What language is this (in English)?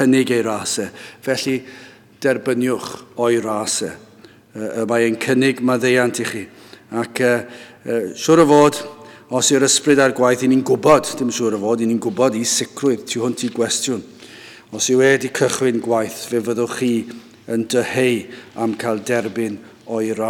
Welsh